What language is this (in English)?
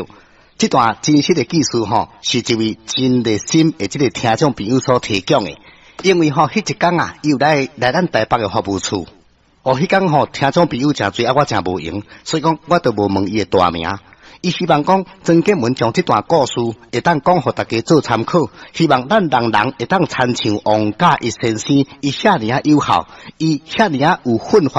Min Nan Chinese